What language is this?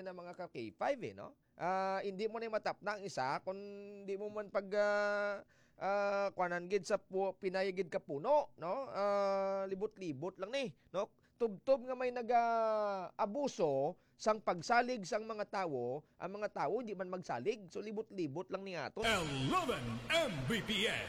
Hiligaynon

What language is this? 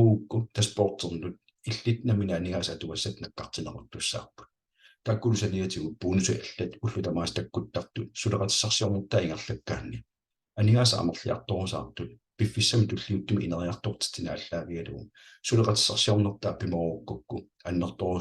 Kalaallisut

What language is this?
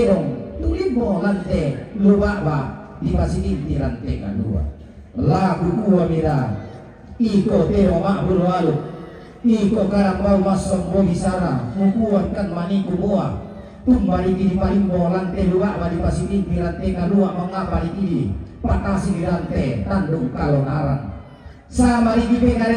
Toraja-Sa'dan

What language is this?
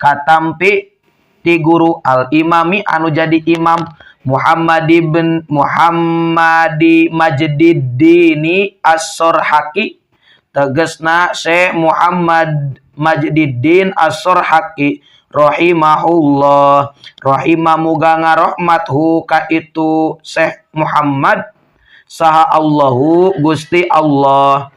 Sundanese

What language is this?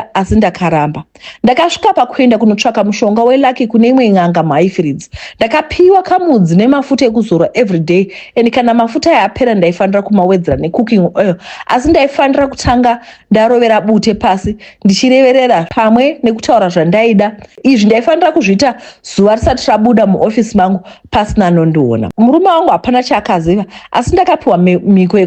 Shona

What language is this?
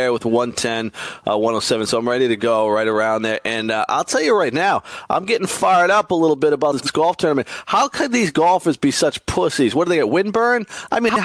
English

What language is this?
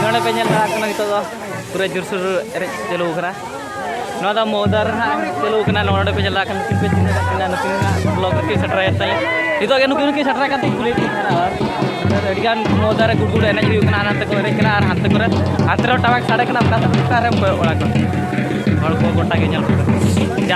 Santali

